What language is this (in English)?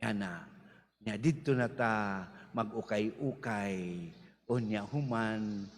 Cebuano